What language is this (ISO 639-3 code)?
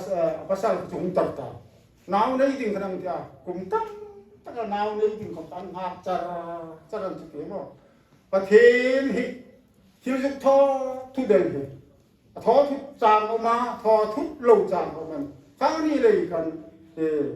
hmr